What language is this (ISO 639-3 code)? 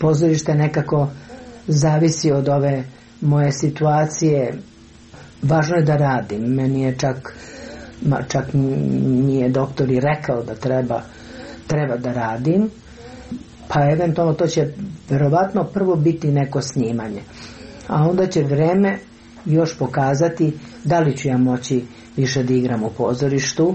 srp